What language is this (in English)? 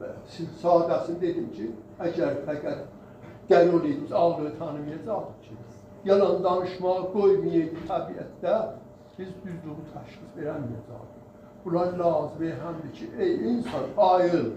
South Azerbaijani